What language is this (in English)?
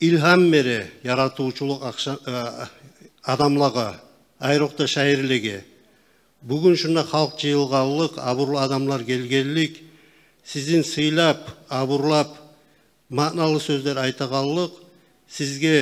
Kumyk